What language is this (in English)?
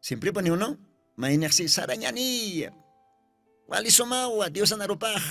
Aymara